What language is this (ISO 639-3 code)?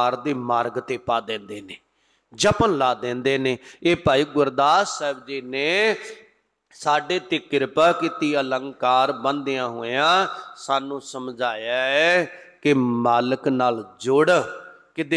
pan